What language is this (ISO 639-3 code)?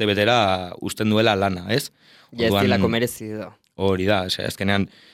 eus